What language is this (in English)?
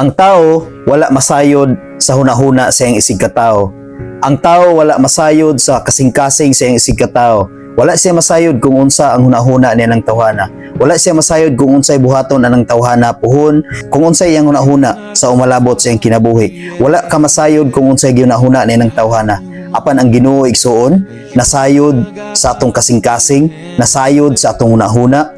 Cebuano